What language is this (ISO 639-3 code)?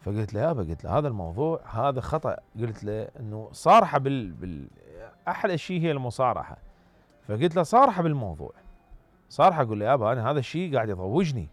acm